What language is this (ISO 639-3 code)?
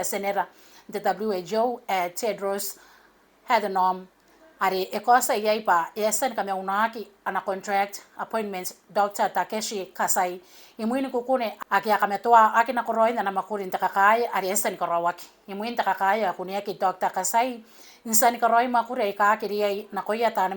gil